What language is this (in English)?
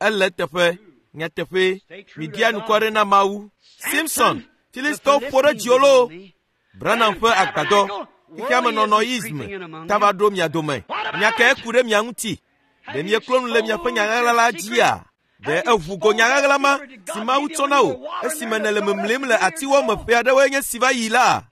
Ewe